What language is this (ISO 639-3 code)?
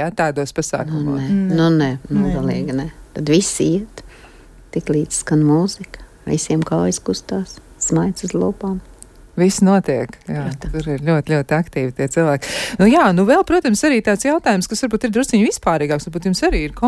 lav